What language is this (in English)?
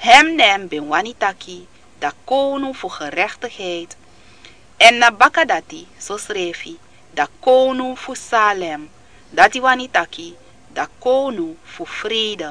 Sranan Tongo